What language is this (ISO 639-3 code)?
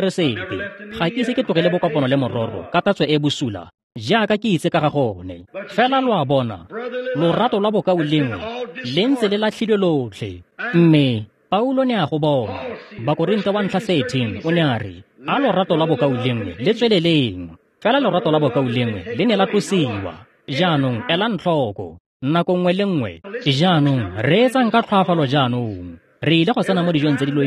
tsn